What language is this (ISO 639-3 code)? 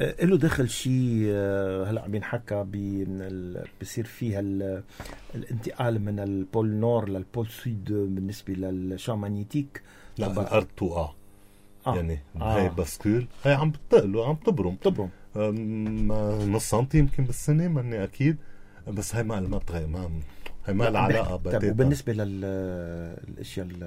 apc